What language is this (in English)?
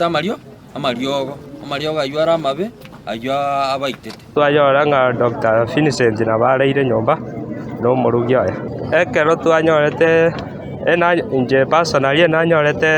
Gusii